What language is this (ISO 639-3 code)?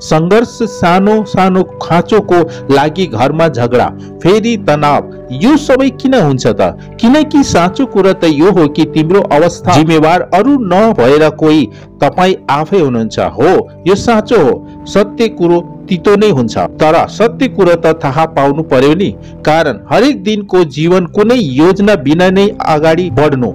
nep